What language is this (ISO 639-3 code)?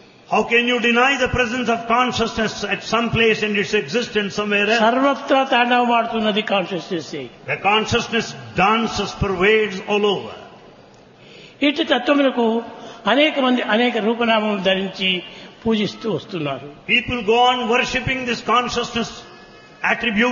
tel